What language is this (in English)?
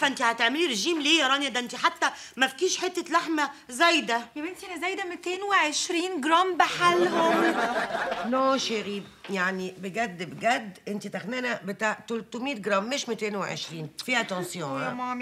Egyptian Arabic